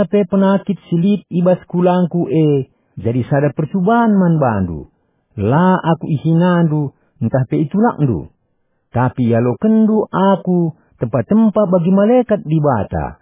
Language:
Batak Karo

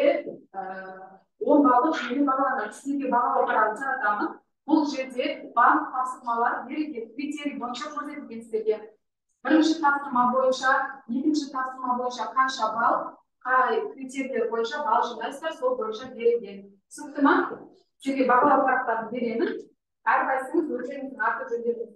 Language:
Kazakh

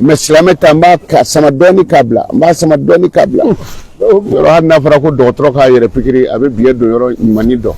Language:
Bambara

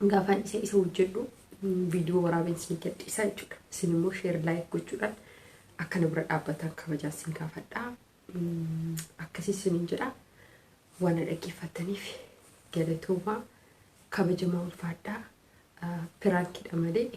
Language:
Oromo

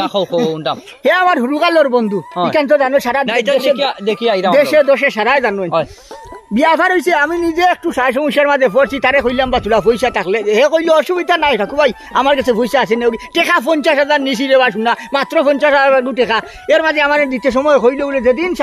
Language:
Sylheti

